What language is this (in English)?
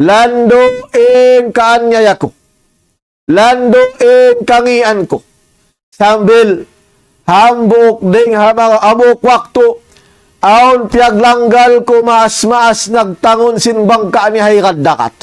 Tausug